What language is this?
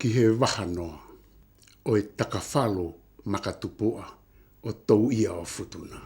Tongan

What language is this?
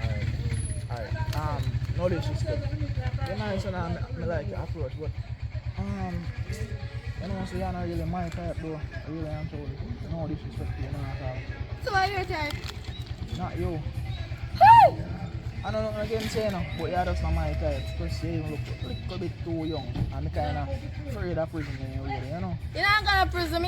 Jamaican Creole English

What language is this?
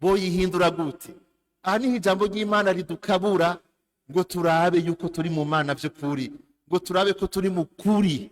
Rundi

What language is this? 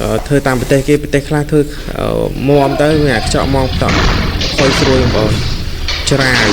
Khmer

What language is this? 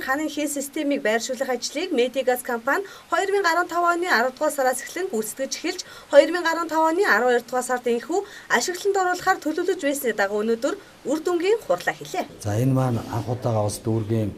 Mongolian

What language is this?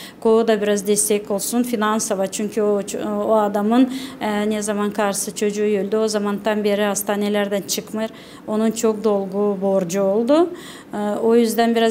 Gagauz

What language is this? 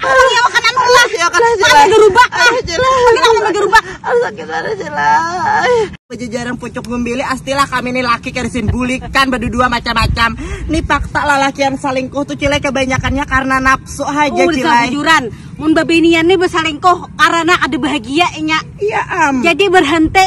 Banjar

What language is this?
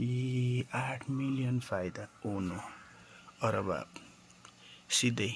Nepali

